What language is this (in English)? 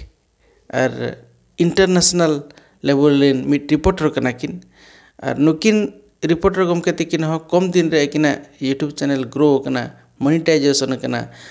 Santali